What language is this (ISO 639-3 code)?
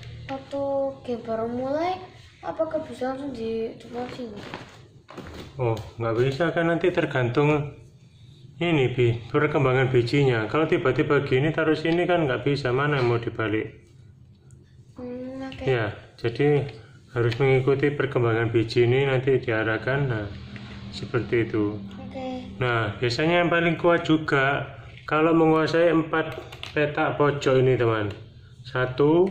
ind